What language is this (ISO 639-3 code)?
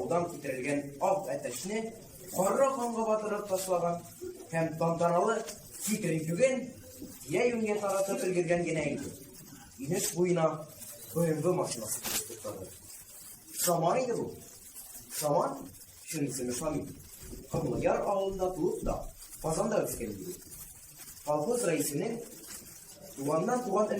tat